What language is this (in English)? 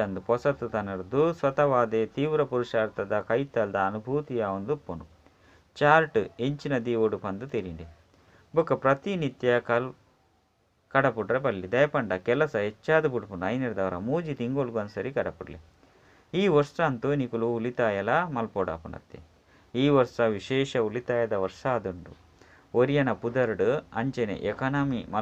Tulu